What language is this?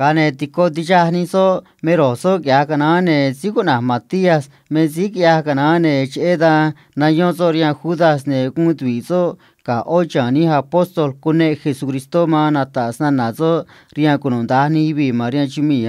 Copala Triqui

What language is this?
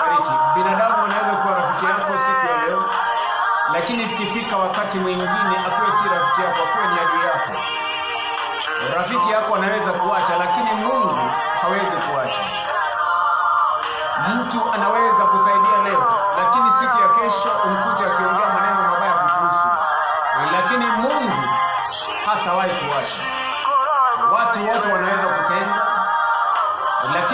Swahili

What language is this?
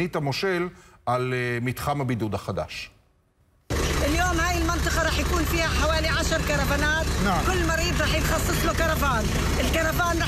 Hebrew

